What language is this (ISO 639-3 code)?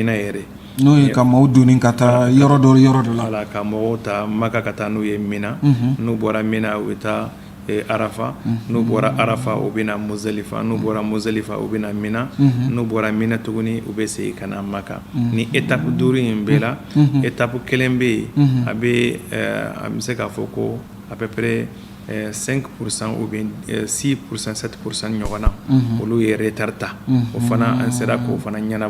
bam